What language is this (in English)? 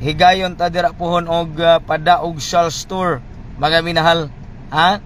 Cebuano